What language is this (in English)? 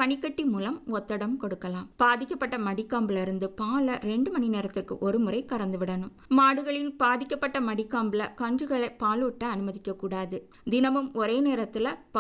Tamil